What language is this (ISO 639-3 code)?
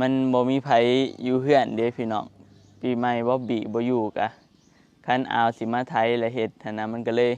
tts